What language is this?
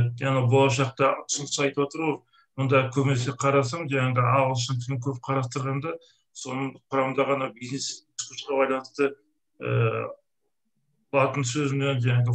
Kazakh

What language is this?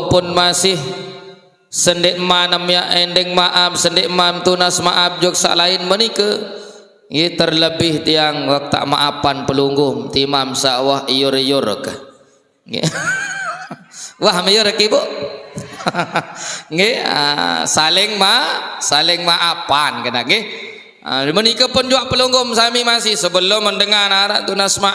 Sasak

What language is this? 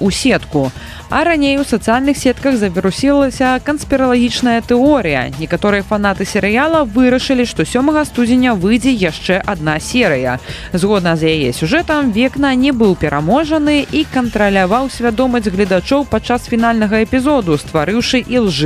Belarusian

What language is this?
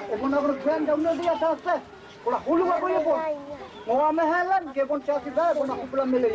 Dehu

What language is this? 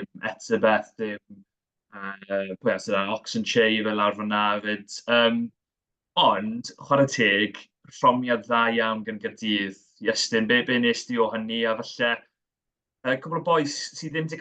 Welsh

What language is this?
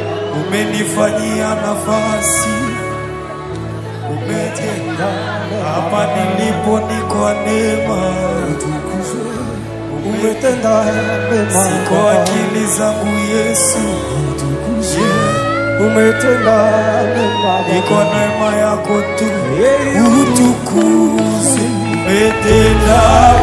Swahili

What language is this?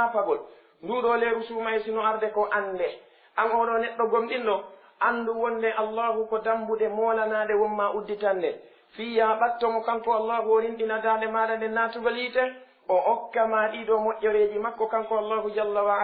Fula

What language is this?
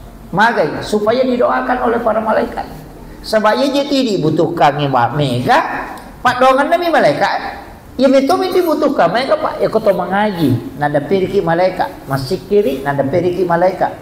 Buginese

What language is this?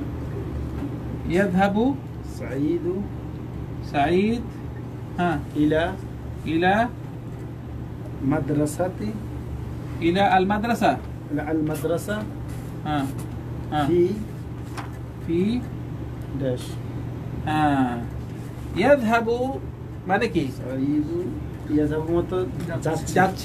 Bangla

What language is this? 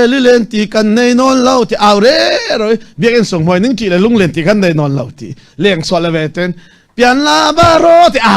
Falam Chin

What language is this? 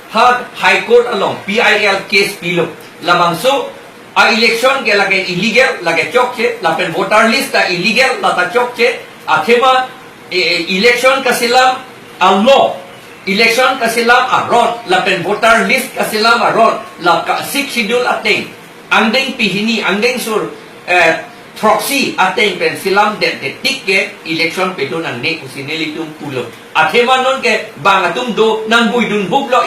Karbi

